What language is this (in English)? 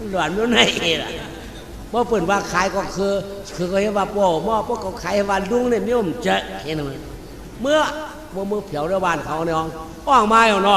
Shan